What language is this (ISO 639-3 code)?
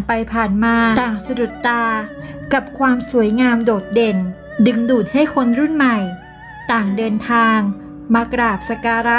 tha